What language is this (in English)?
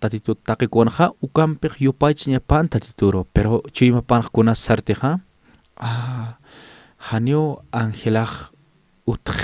Aymara